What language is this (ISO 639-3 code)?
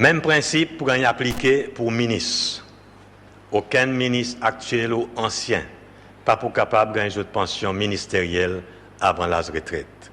crs